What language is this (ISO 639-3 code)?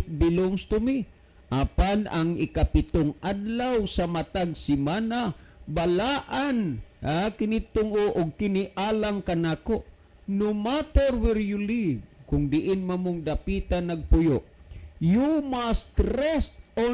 ceb